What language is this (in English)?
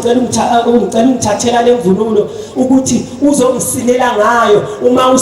Zulu